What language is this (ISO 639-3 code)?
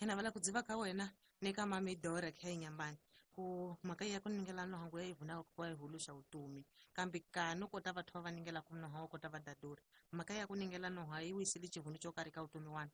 tso